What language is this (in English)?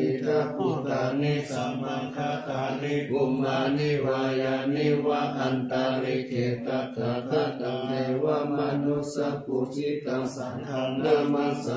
Pali